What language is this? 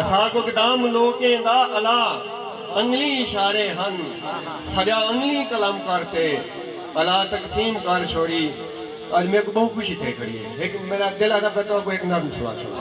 Saraiki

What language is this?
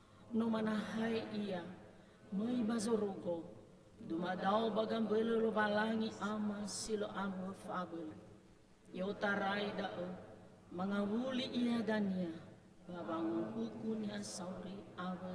Nias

